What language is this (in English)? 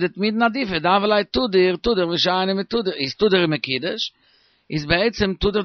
Yiddish